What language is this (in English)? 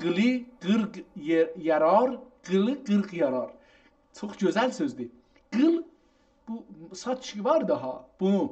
South Azerbaijani